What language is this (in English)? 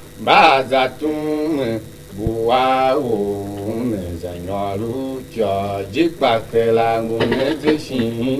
Tiv